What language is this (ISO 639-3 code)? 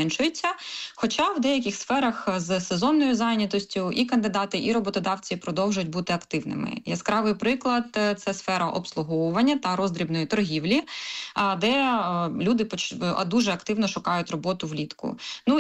ukr